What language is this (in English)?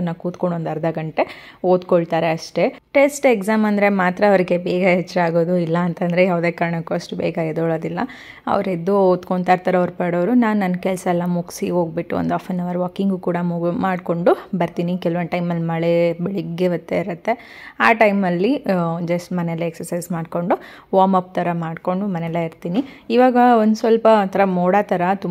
Kannada